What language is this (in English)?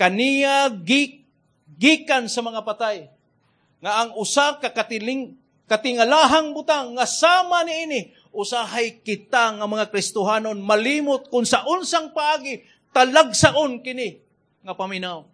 Cebuano